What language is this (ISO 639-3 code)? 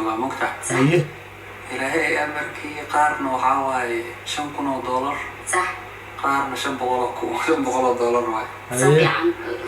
som